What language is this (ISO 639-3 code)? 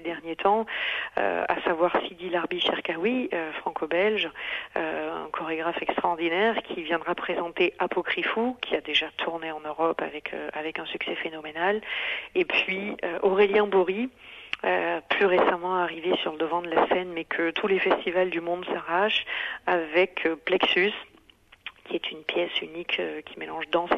fra